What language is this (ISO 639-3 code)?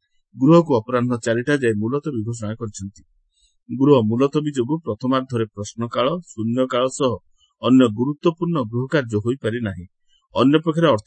ori